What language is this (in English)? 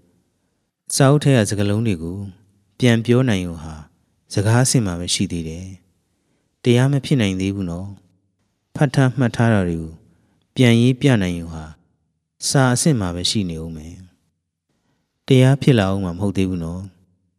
Burmese